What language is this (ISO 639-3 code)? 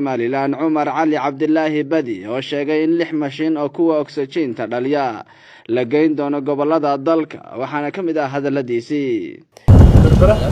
som